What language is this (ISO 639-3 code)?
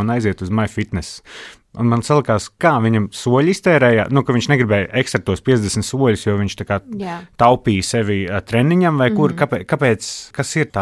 lav